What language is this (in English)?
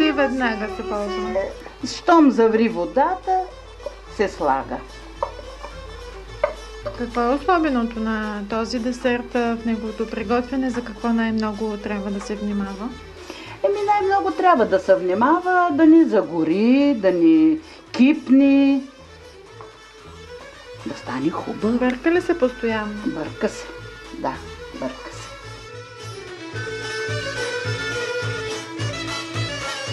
Bulgarian